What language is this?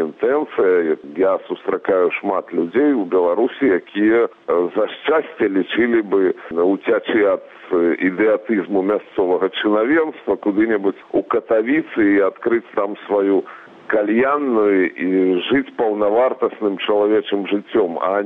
Belarusian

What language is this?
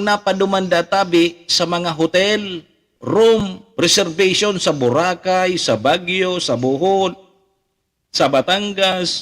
Bikol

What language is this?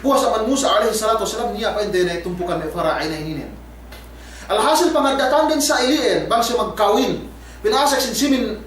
Yakan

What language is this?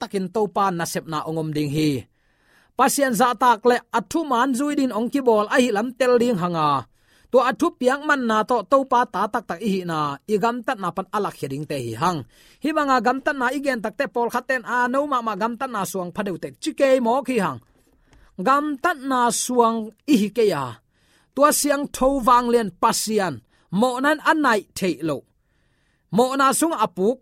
Tedim Chin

